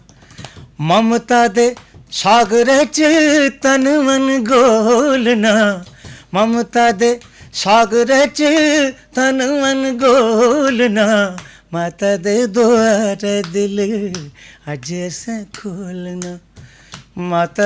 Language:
Dogri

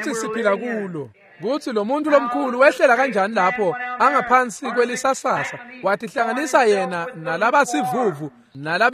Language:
Swati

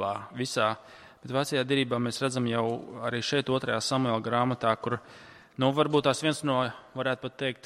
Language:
Latvian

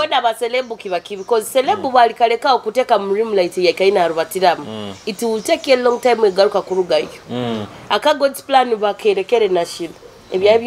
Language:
Nyoro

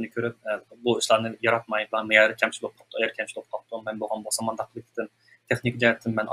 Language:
Uyghur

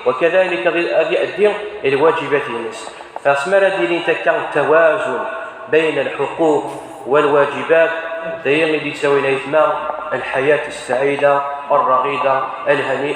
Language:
Kabyle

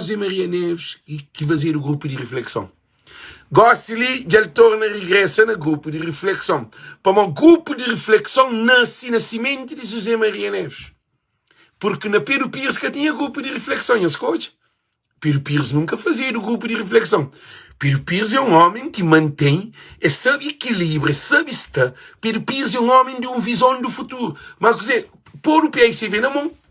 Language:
Kabuverdianu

